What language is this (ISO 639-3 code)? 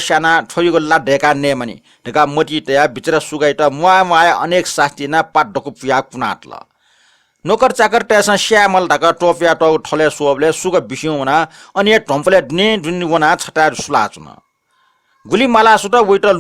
new